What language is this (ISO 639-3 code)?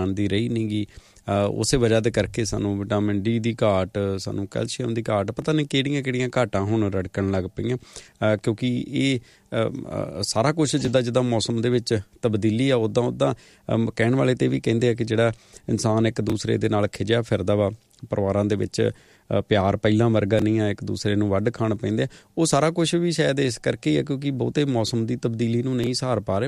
pan